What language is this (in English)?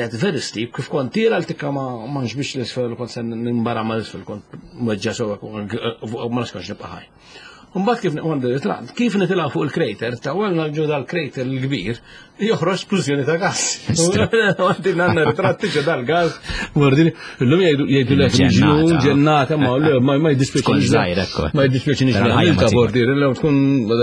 Maltese